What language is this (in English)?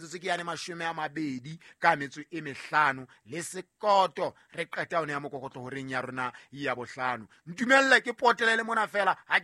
Southern Sotho